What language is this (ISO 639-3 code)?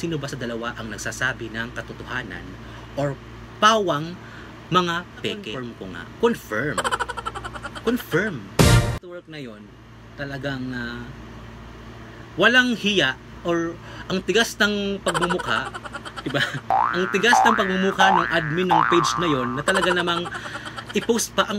fil